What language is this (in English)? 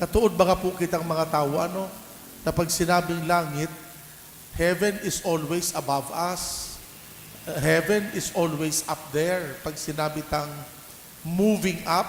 Bikol